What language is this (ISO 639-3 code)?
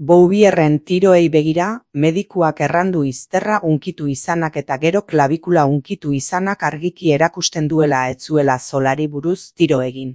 eus